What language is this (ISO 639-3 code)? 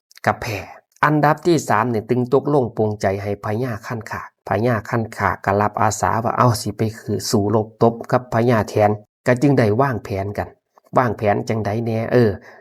tts